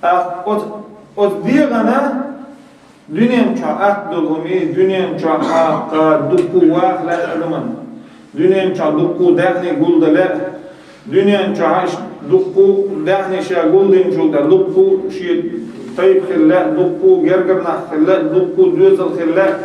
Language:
Chechen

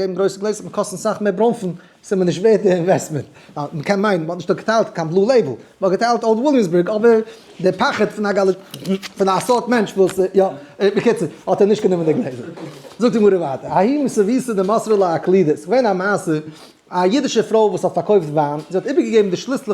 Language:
Yiddish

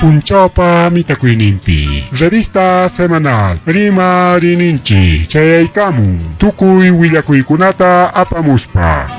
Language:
Ayacucho Quechua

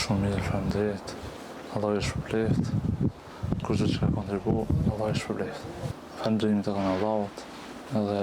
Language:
Albanian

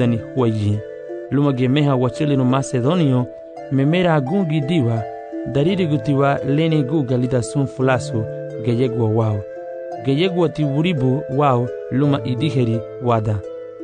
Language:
Garifuna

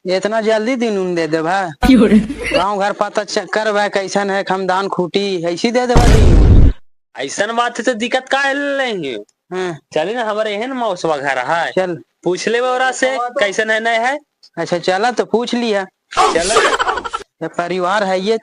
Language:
Magahi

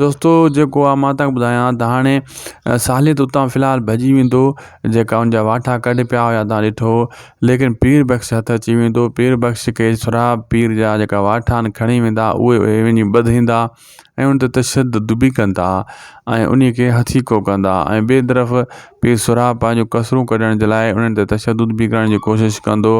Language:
Sindhi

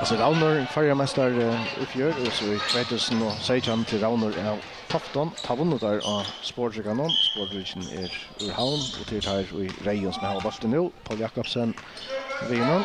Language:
Faroese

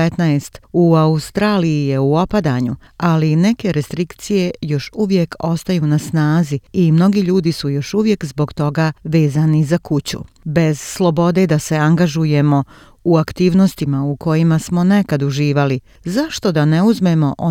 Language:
Croatian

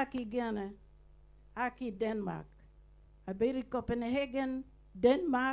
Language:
Acoli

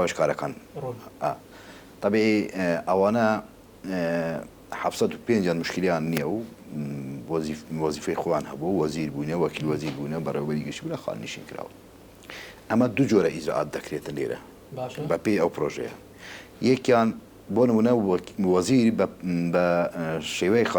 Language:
Central Kurdish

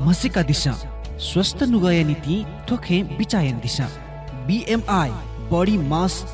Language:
Newari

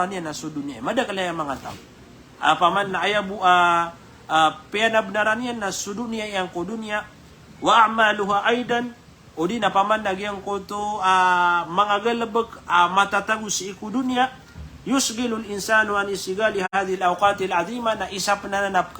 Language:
Maranao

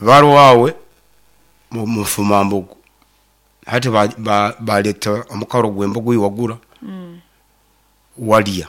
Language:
Nyoro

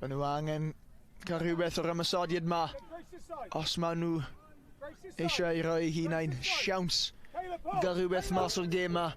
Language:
Welsh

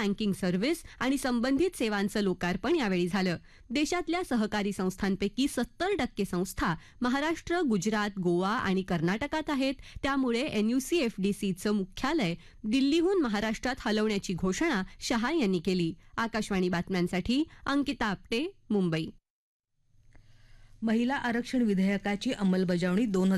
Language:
Marathi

